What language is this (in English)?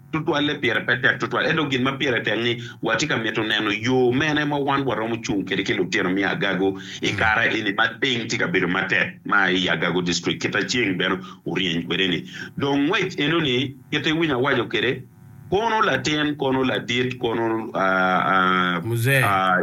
Acoli